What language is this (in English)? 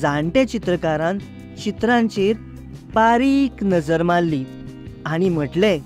Konkani